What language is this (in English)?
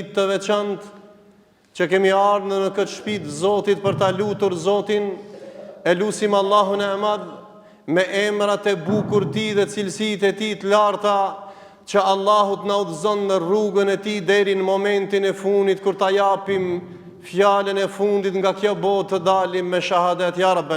Albanian